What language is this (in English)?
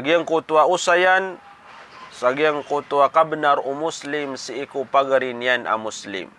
Maranao